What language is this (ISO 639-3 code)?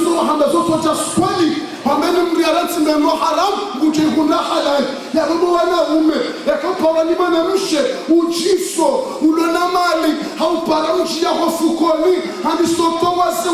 zdj